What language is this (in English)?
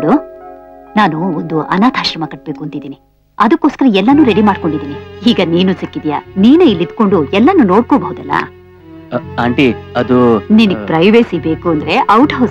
Kannada